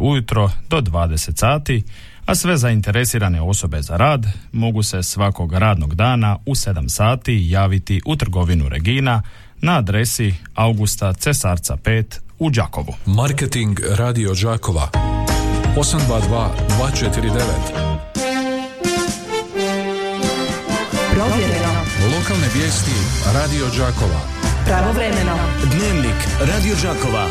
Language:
Croatian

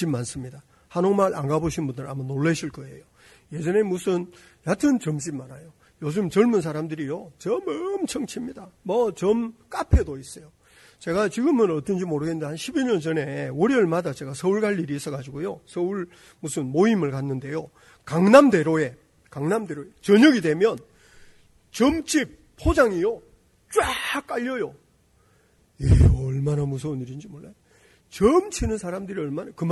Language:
Korean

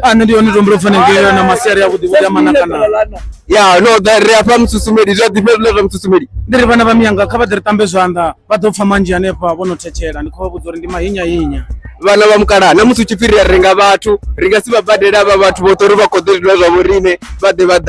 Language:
Venda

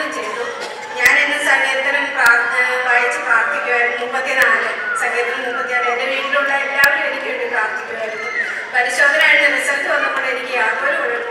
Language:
Malayalam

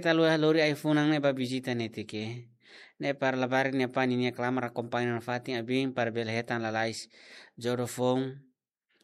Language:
Tetum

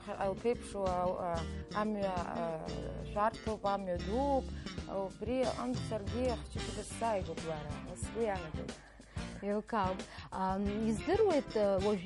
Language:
Abkhazian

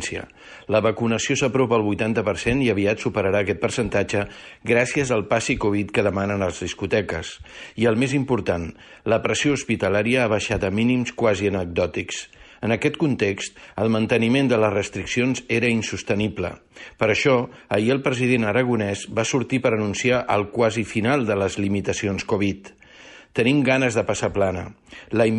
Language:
Catalan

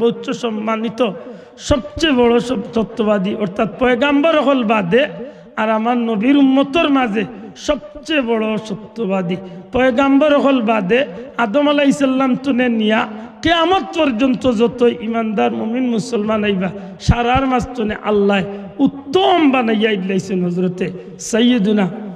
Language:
Sylheti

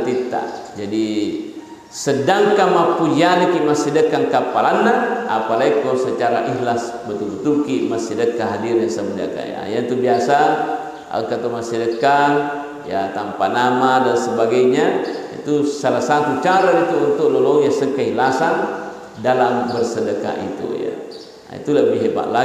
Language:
Buginese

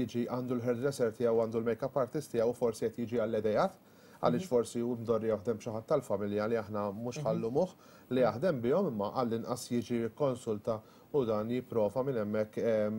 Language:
Maltese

